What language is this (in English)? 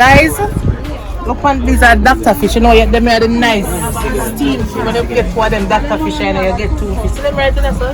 Jamaican Creole English